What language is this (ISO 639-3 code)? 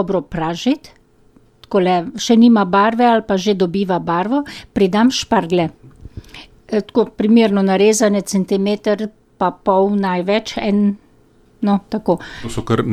slv